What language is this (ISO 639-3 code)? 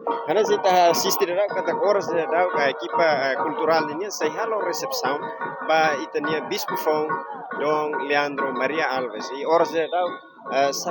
tet